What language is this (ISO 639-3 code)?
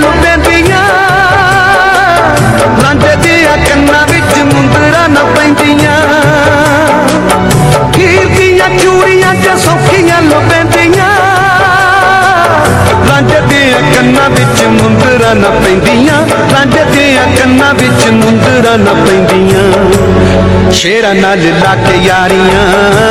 pan